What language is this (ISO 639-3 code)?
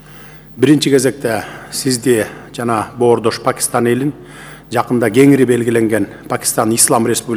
kir